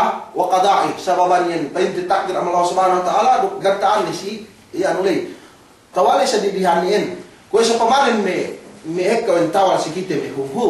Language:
Yakan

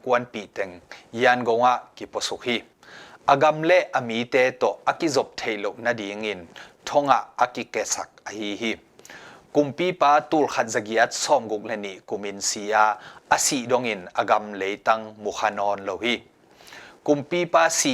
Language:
Tedim Chin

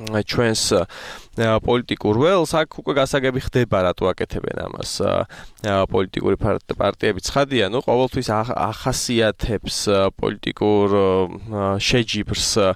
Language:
Georgian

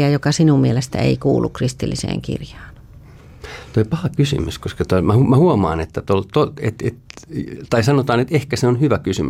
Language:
Finnish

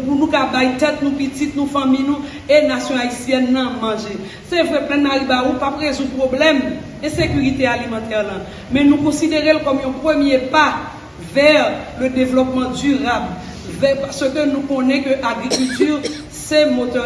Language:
Haitian Creole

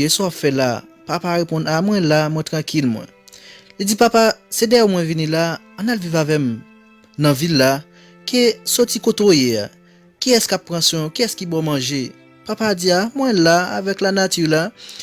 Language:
Haitian Creole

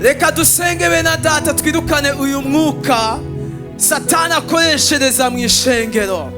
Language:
Rundi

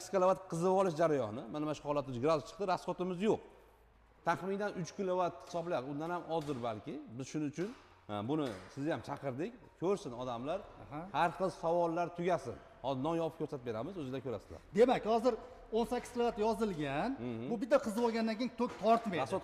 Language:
Uzbek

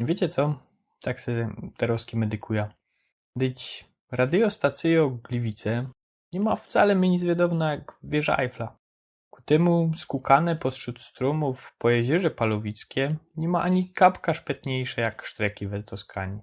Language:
Silesian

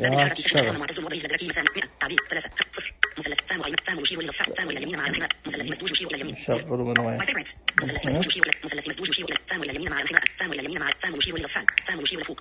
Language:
Najdi Arabic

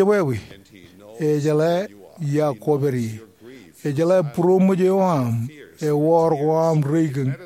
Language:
Marshallese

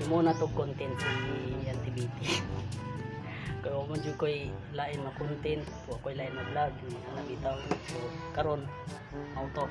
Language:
Cebuano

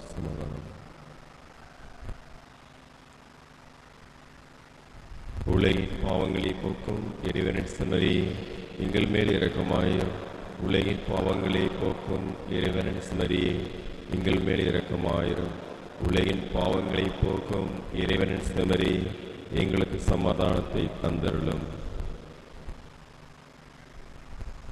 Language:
Tamil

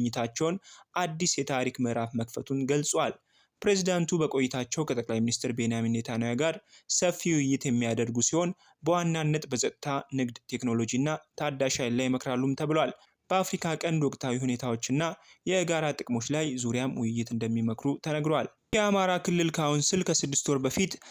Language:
Amharic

